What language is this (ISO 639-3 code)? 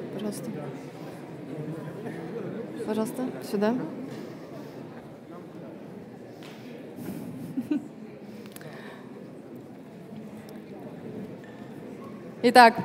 est